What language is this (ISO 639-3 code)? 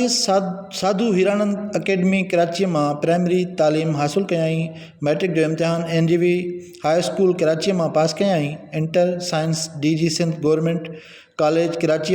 snd